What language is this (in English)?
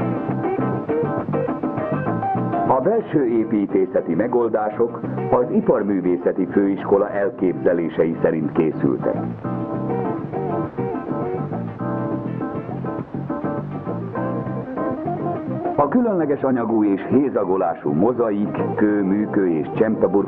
Hungarian